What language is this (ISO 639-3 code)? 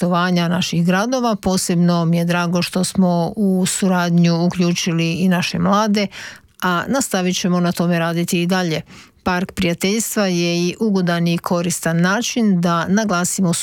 hrv